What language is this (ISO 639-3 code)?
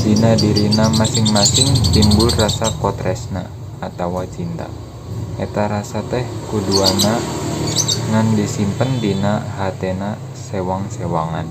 sun